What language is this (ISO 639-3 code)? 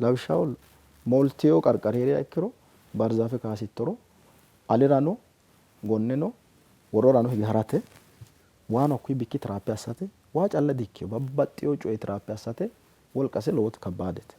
sid